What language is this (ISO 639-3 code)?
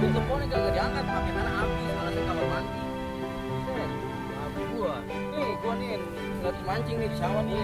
bew